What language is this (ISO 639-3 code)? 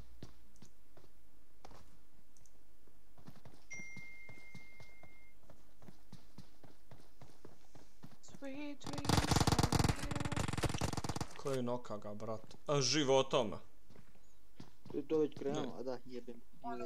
bos